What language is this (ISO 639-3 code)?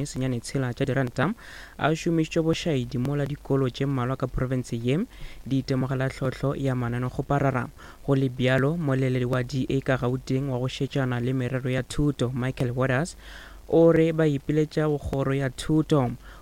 nso